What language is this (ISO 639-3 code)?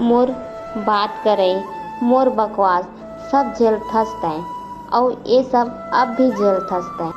hne